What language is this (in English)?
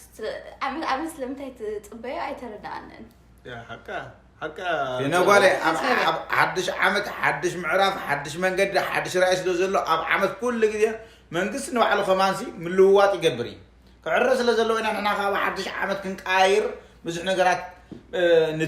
Tigrinya